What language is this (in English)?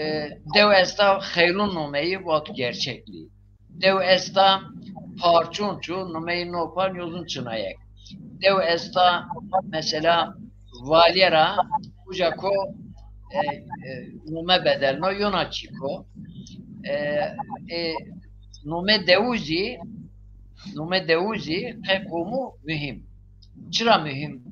Zaza